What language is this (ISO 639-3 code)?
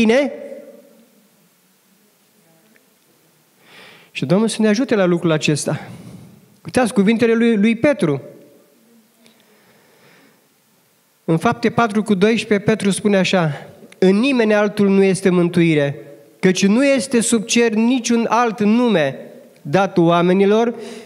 ron